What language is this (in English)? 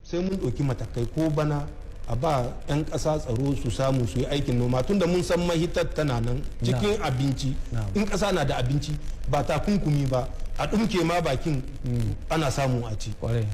Hausa